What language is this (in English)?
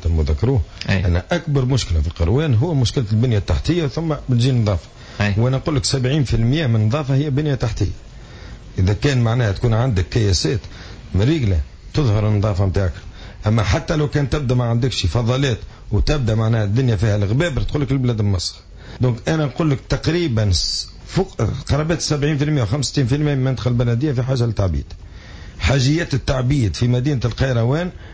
Tunisian Arabic